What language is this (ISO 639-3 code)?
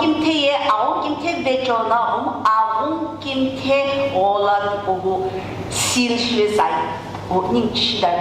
nsm